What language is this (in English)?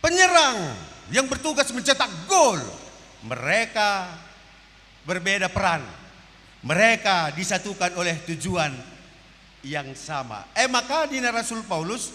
Batak Karo